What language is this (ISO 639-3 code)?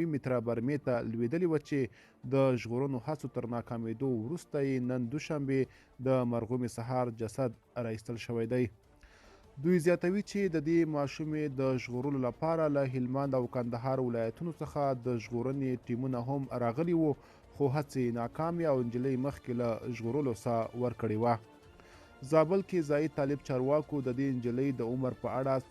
pus